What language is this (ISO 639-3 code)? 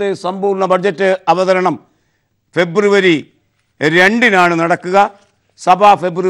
mal